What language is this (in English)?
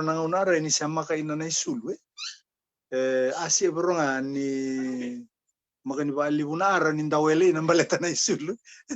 Fijian